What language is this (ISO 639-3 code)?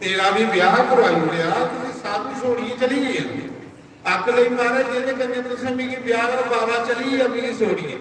doi